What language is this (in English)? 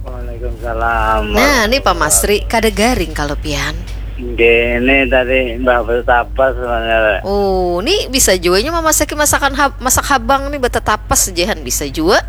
Banjar